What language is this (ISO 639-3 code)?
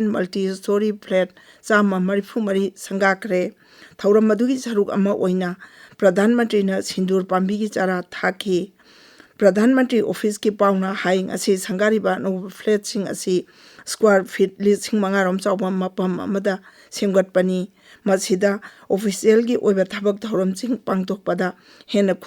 mni